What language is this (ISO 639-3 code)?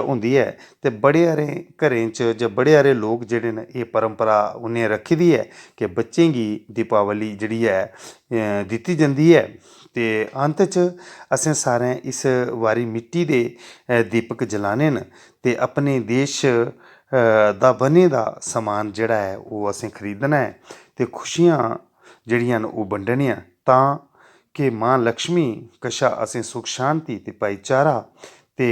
doi